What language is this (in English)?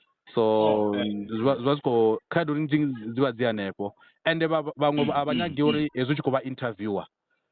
Venda